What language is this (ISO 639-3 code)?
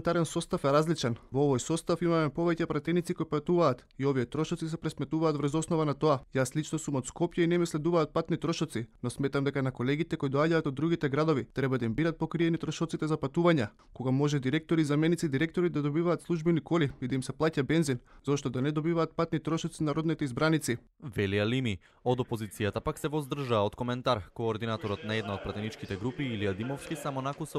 mkd